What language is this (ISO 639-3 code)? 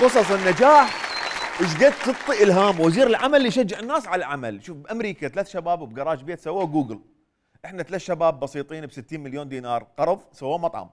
acm